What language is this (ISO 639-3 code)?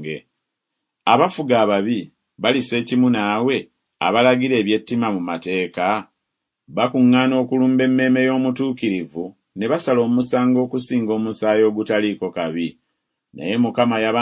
lug